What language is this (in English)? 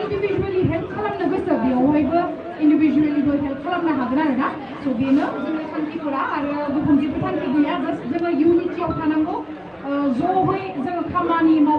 Bodo